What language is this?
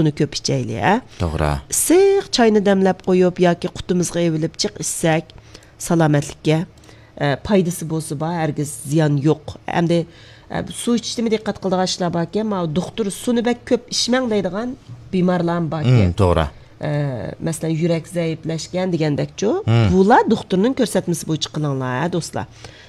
Uyghur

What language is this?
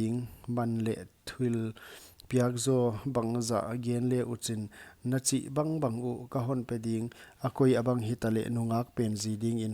Paite Chin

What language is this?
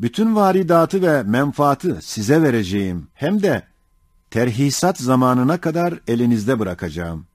Ottoman Turkish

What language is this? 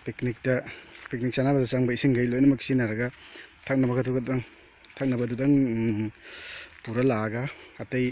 Manipuri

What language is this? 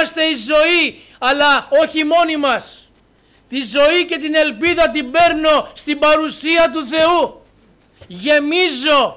Greek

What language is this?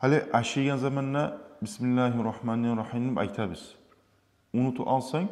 Kumyk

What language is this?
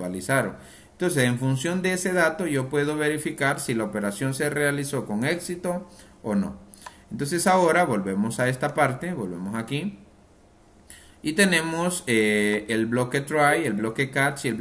Spanish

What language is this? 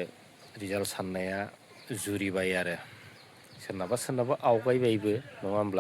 Bodo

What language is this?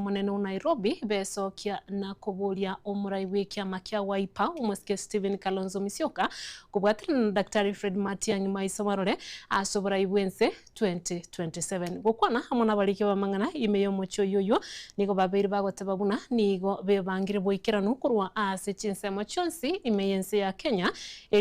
Gusii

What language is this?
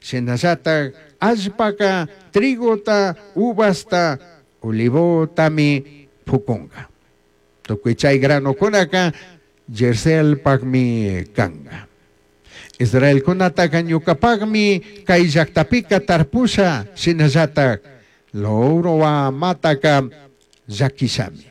Chimborazo Highland Quichua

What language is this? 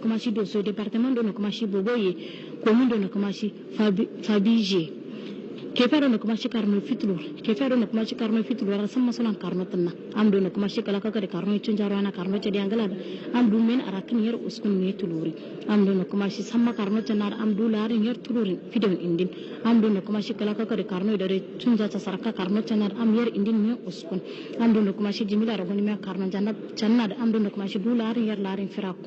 Hausa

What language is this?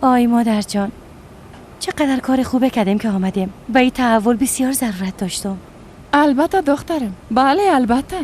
Persian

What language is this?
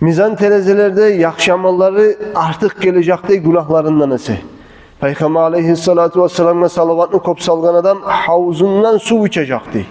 Kumyk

